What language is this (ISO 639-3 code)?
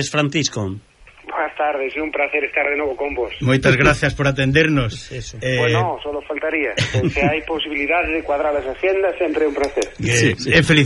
glg